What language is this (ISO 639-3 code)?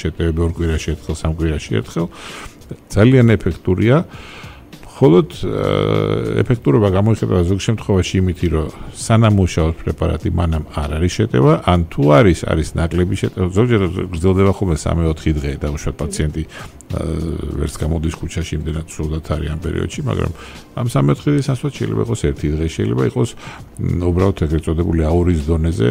kat